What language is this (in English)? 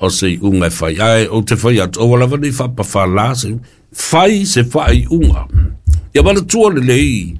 Samoan